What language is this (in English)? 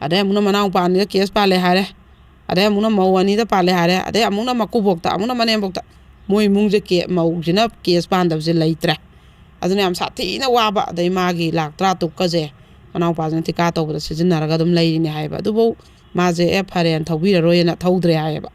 Manipuri